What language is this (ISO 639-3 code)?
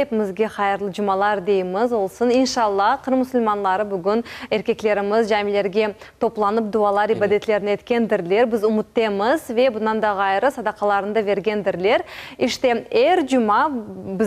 crh